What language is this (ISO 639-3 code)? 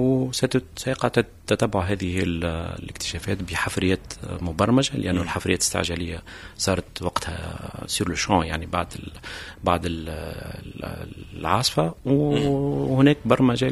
aeb